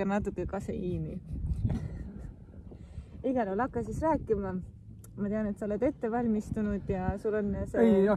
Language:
Estonian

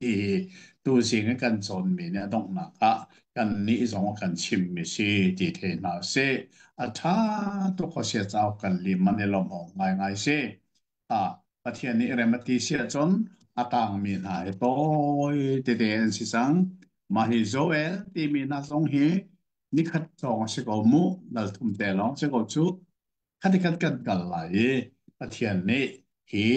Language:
Hakha Chin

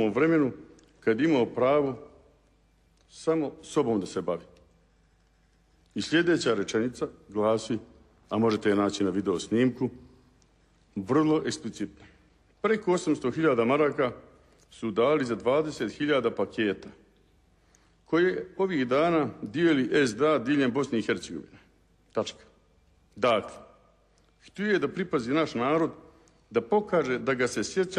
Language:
Bosnian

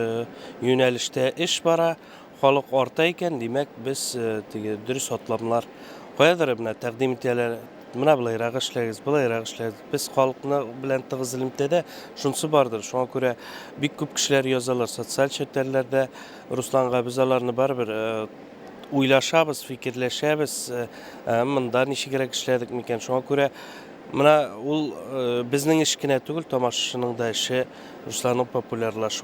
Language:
Tatar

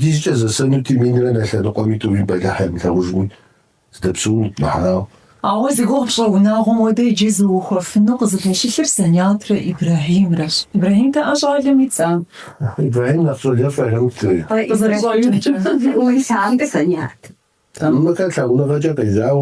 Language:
Kabardian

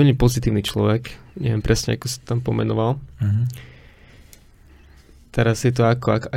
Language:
Slovak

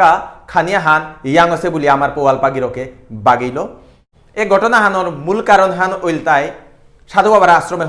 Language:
Bishnupriya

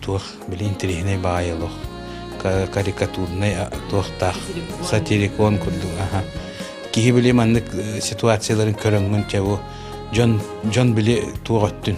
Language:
Yakut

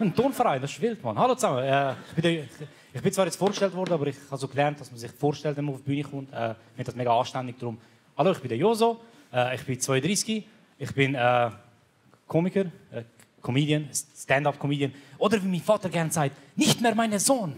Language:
Swiss German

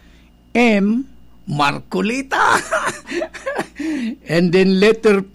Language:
Bikol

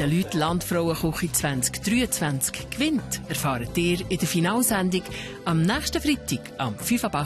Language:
Swiss German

